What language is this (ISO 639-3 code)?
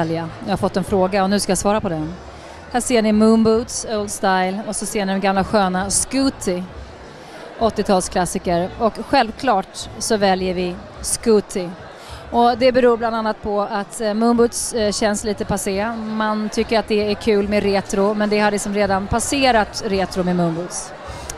swe